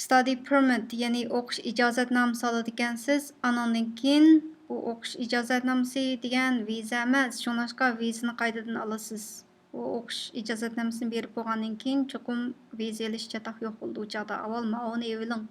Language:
Uyghur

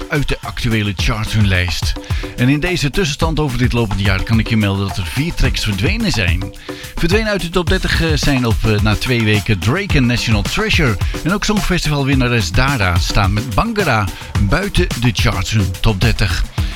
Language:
Dutch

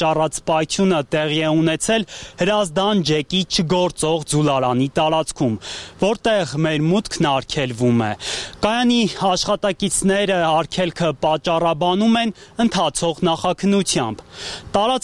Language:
Armenian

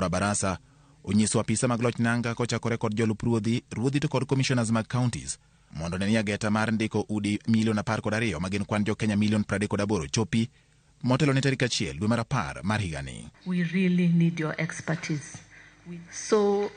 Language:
Luo (Kenya and Tanzania)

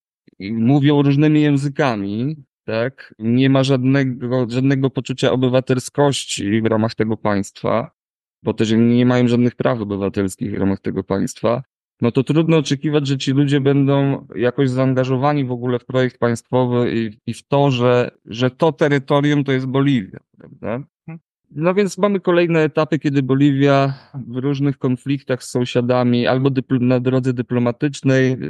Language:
Polish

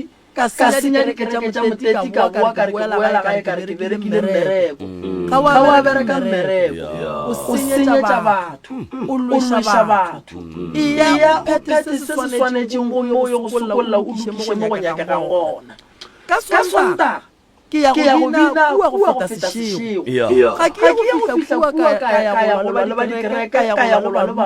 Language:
Northern Sotho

